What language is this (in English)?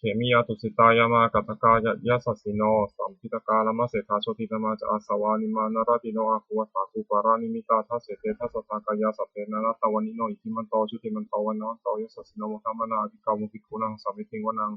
Pali